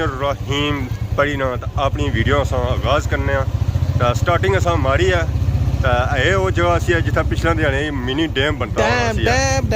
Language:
Pahari-Potwari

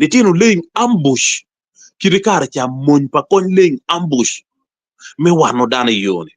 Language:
Acoli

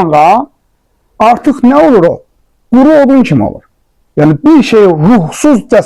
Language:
Azerbaijani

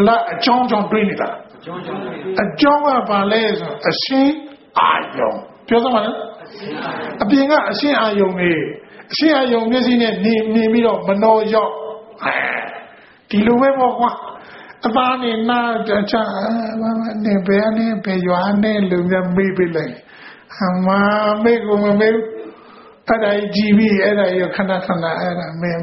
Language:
Burmese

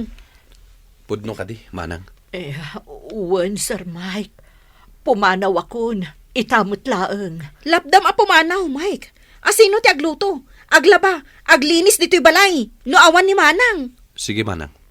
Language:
Iloko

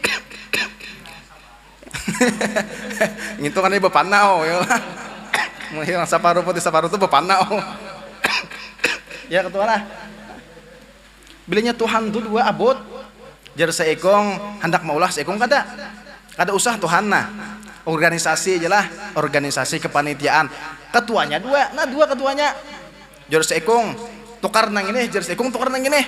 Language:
Banjar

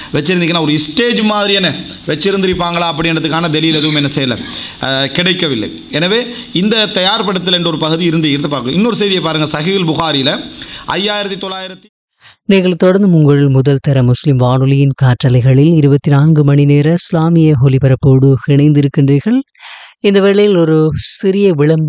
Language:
Tamil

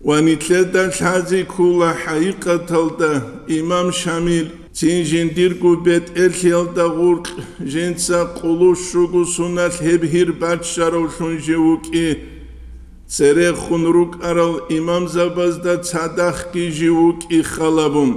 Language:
Avaric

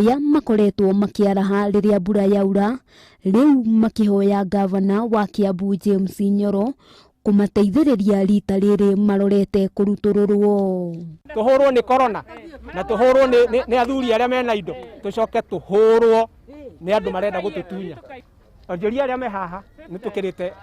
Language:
Kikuyu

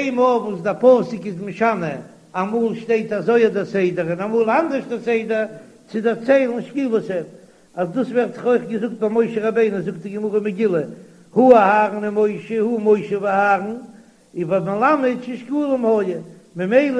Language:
Yiddish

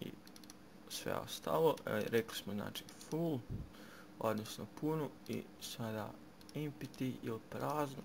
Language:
Bosnian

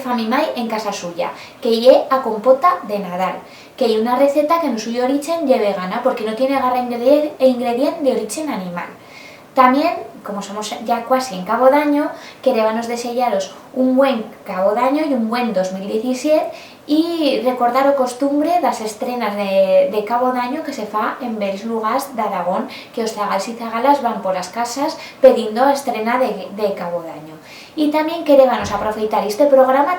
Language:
Aragonese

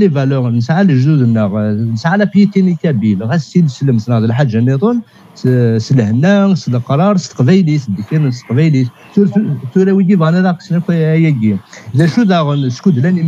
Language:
Kabyle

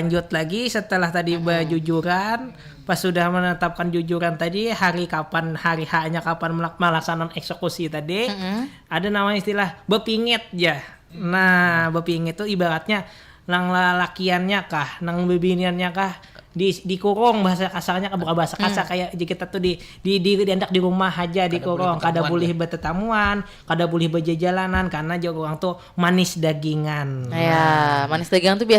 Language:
Banjar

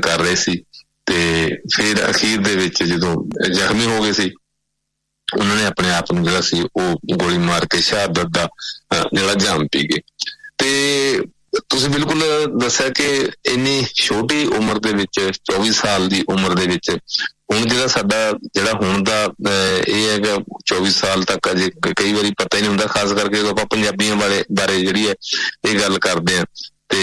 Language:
Punjabi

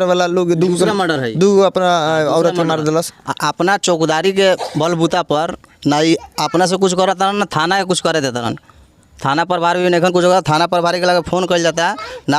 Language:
Bhojpuri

